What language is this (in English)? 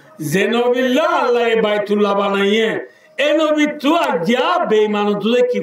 Rohingya